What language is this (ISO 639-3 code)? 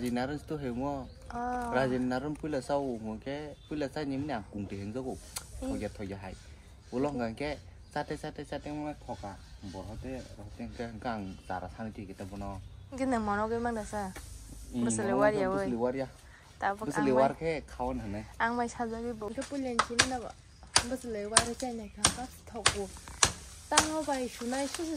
trp